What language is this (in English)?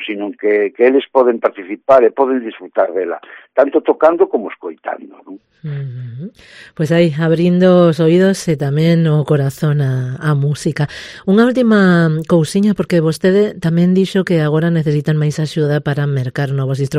Galician